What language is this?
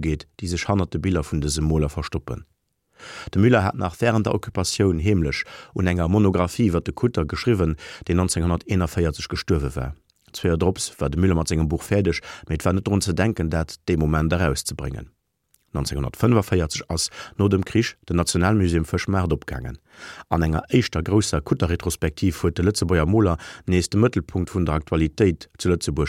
Luxembourgish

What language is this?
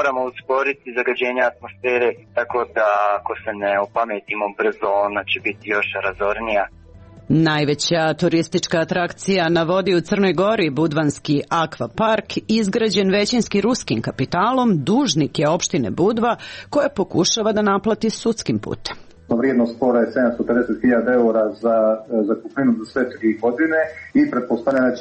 Serbian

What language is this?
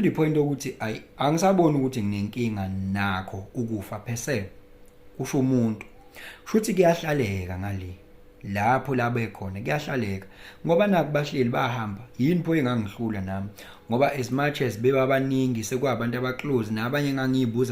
Zulu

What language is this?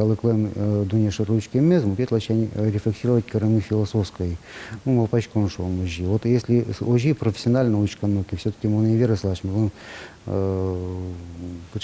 Udmurt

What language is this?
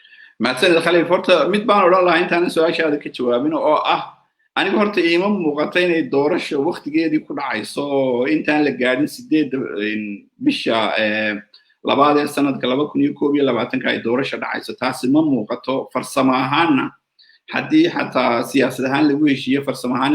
Somali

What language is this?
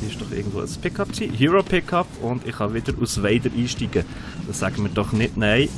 Swiss German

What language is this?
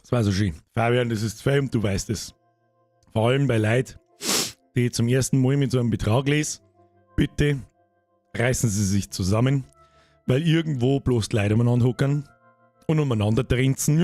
Bavarian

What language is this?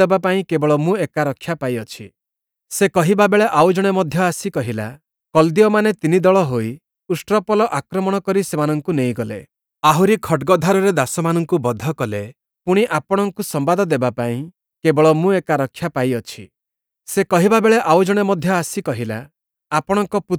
Odia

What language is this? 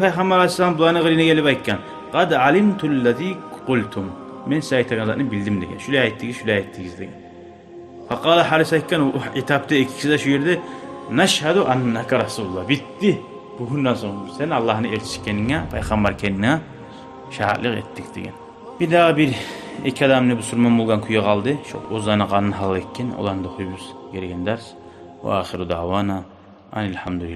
Kumyk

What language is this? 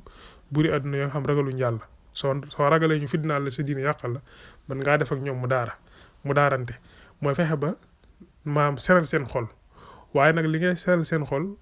Wolof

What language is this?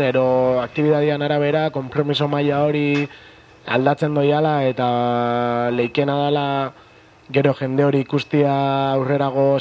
Basque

